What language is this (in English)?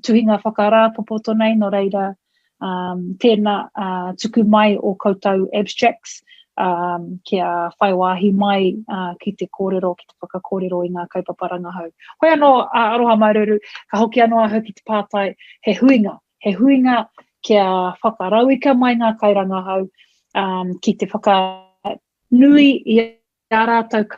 Māori